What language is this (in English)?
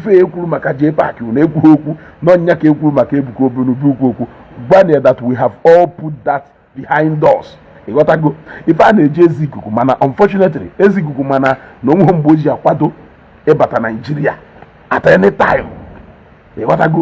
Igbo